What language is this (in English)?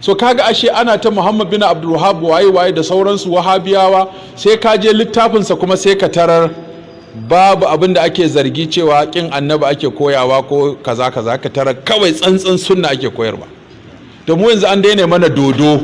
Hausa